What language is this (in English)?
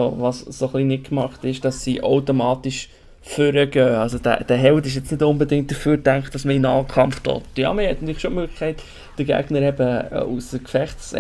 Swiss German